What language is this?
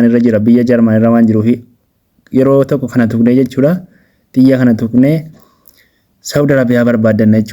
Oromo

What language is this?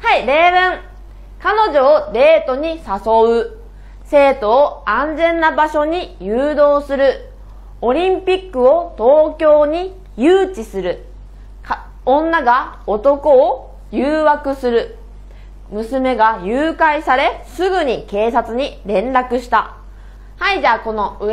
Japanese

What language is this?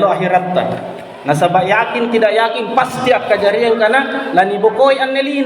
Makasar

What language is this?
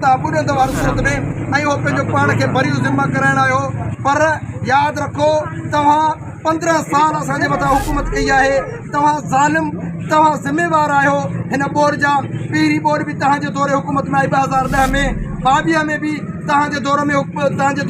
Sindhi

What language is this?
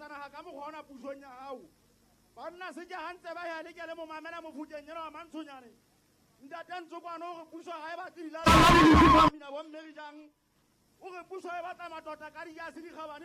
Southern Sotho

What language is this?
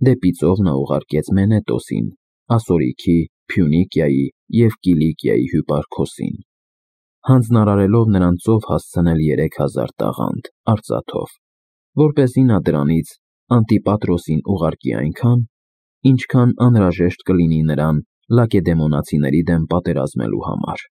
Armenian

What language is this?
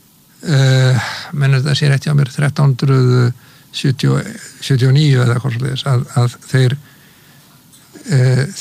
Icelandic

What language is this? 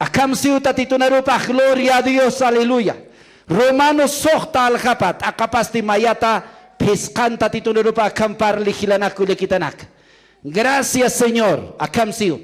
Aymara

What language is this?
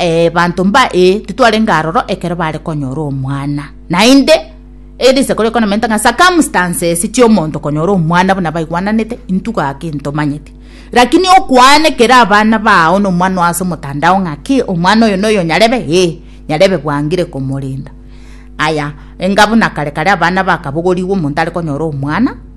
Gusii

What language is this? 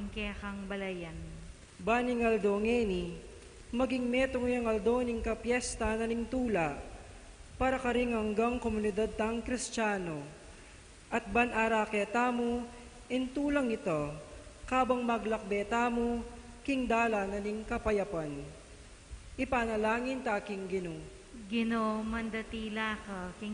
Pampanga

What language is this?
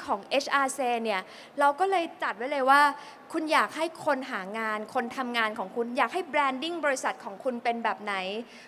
Thai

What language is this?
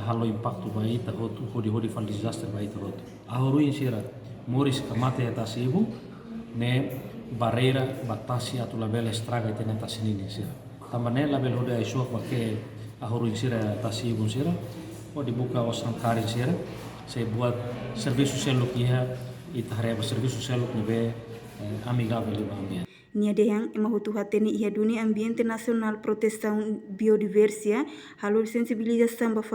Tetum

